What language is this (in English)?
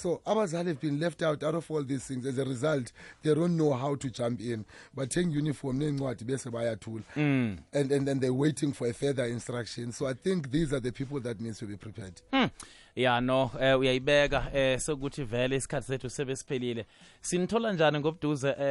South Ndebele